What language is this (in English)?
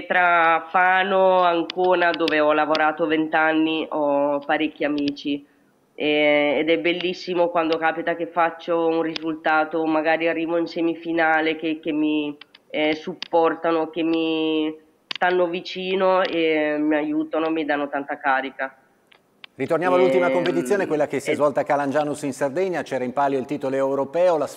Italian